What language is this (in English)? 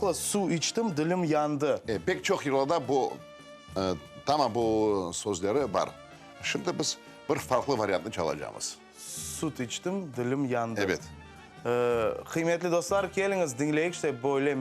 Crimean Tatar